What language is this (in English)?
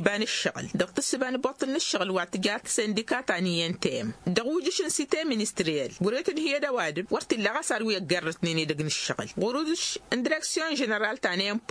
Tamasheq